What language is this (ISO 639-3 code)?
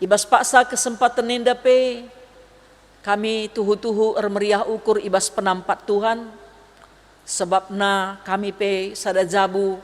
btx